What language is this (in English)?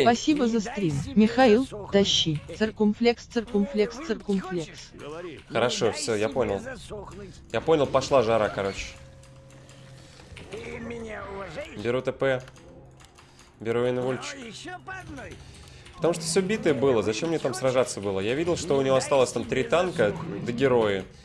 Russian